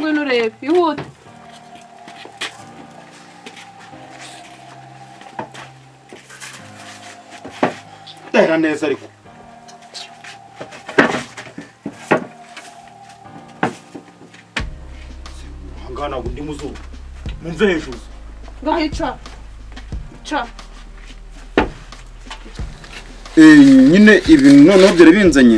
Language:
Kinyarwanda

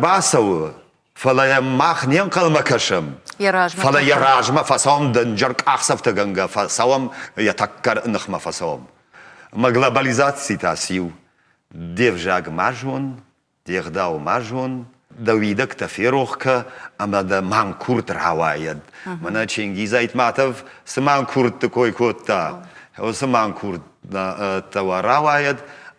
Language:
Ossetic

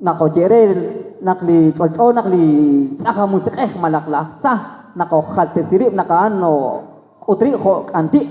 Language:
Kekchí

